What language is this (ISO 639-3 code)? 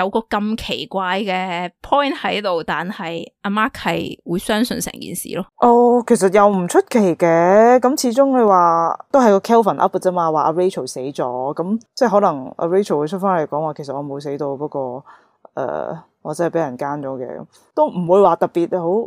yue